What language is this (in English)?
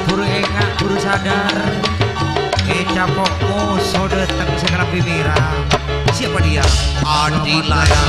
Madurese